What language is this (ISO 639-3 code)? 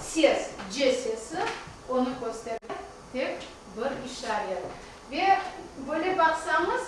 crh